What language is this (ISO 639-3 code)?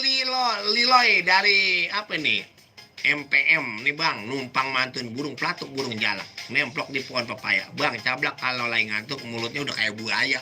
bew